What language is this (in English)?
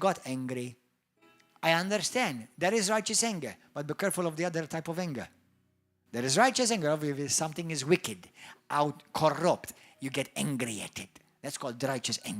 English